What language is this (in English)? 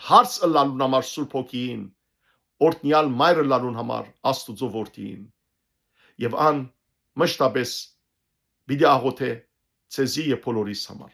Western Armenian